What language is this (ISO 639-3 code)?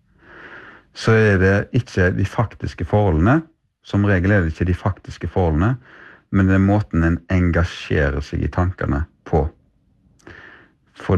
nor